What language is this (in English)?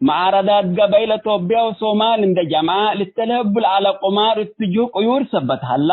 Tigre